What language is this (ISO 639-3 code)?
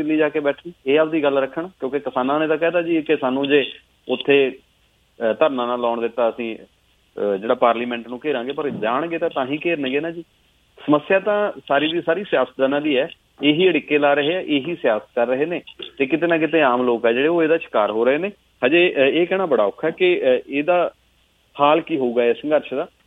pan